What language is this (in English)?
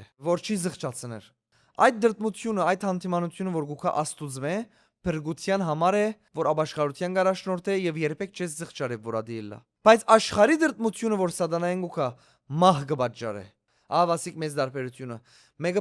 Western Armenian